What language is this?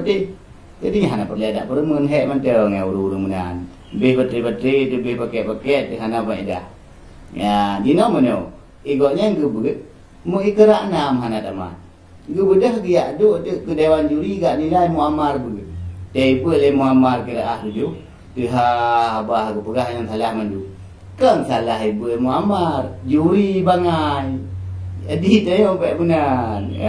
Achinese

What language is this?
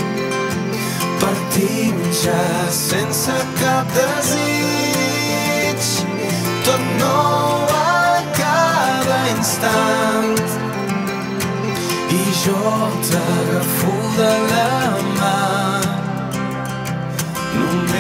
Catalan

